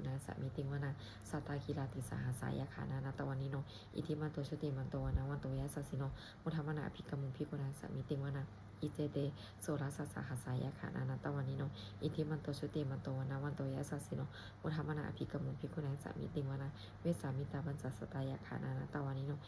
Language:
Pali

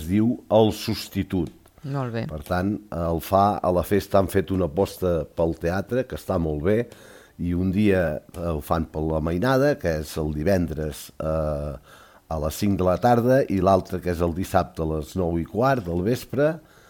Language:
Catalan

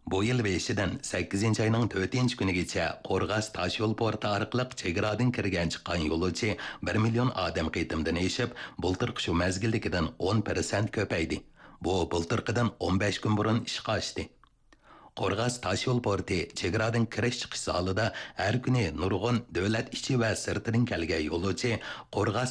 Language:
Uyghur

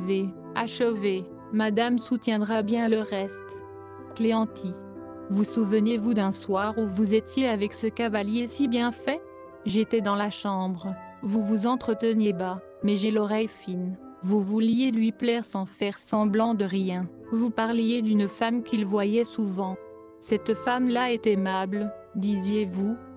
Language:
French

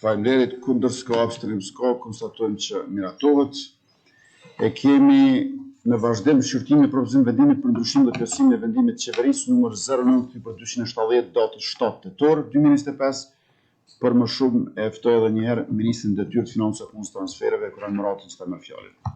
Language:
Albanian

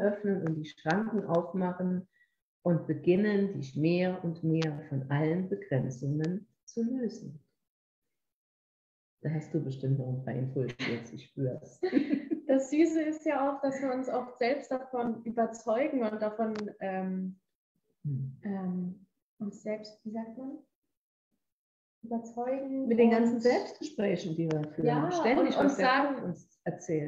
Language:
German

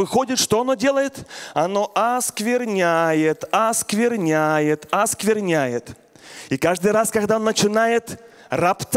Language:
Russian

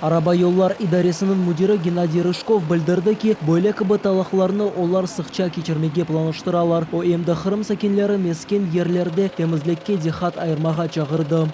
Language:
Crimean Tatar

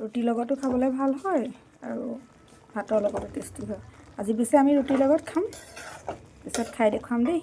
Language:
Assamese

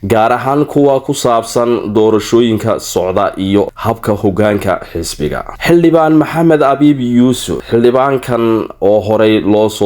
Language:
Somali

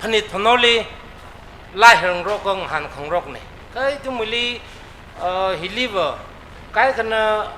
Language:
Tangkhul Naga (India)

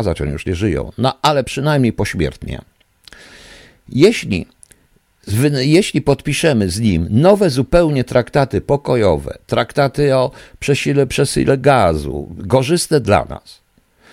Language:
Polish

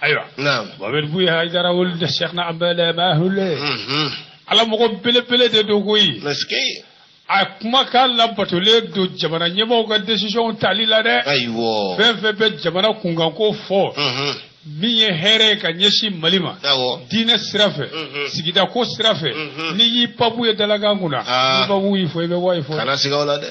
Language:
Bambara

